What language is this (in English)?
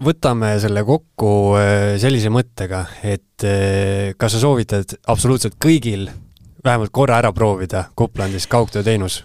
Estonian